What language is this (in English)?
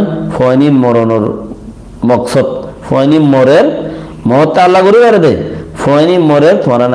Rohingya